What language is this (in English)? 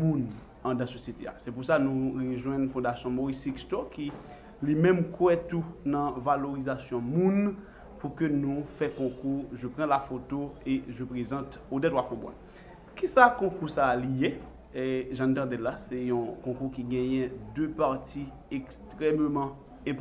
Haitian Creole